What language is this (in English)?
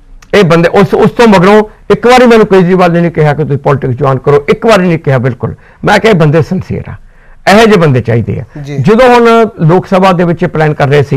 Punjabi